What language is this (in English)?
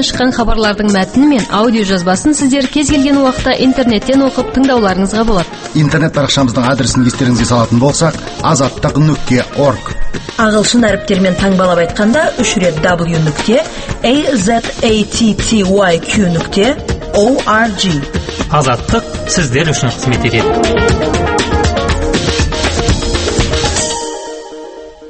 Kazakh